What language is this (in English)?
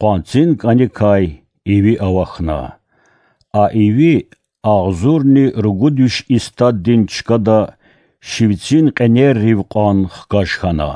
Lezghian